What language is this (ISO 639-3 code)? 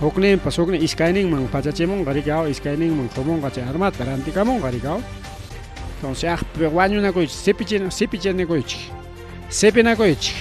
quy